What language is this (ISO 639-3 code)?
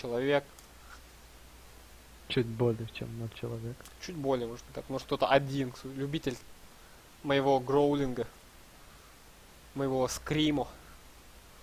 rus